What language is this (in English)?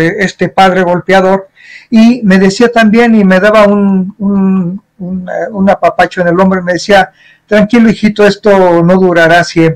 Spanish